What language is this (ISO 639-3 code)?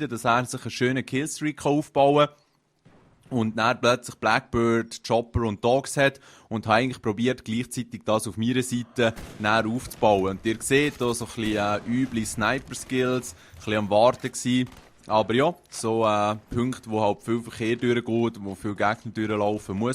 gsw